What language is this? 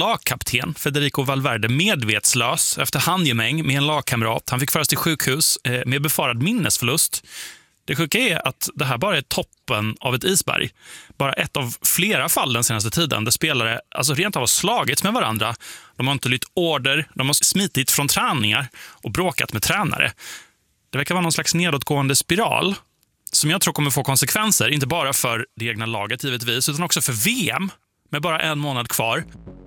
Swedish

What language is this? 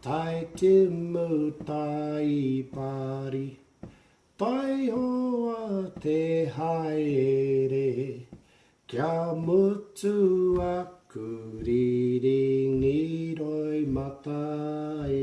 Māori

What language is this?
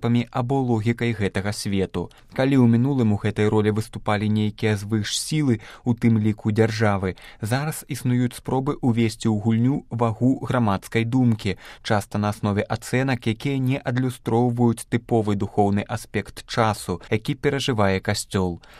Belarusian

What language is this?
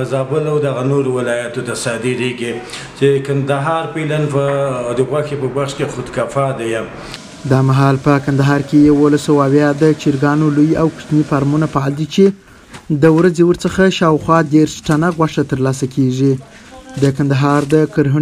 Pashto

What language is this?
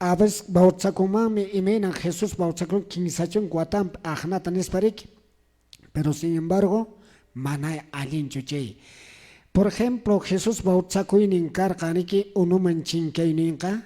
Quechua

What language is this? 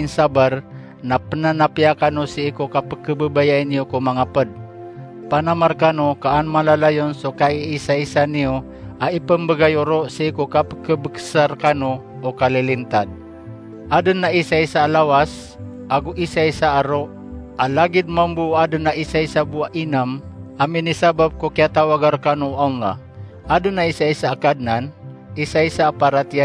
Maranao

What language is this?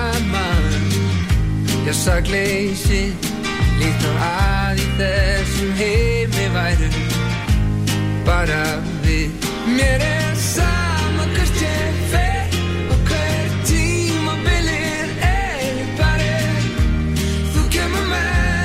Icelandic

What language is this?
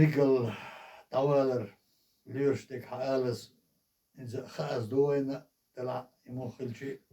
Chechen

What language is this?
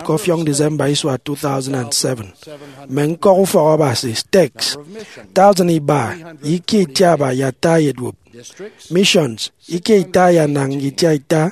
Efik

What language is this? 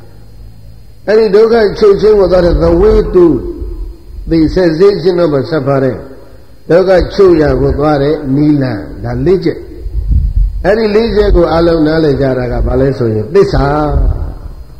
Burmese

